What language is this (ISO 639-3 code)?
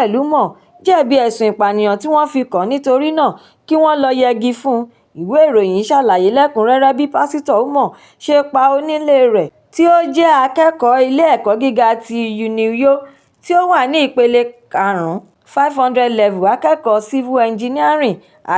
yor